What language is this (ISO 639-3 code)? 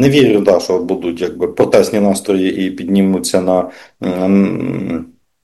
ukr